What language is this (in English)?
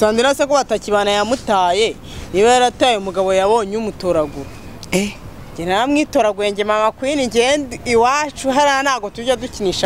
Kinyarwanda